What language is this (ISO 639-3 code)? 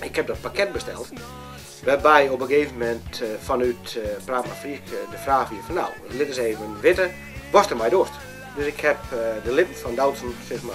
fry